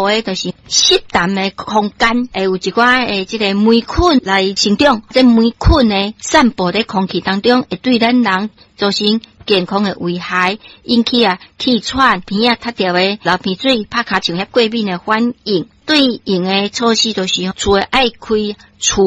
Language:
Min Nan Chinese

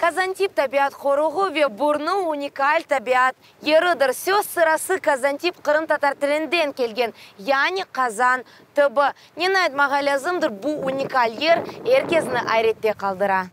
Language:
Crimean Tatar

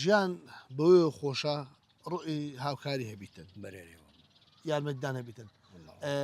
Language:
Central Kurdish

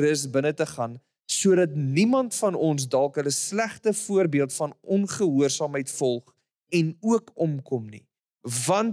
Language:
Afrikaans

